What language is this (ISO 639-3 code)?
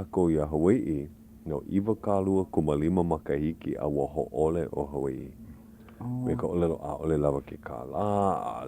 haw